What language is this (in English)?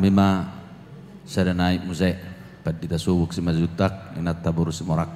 Batak Toba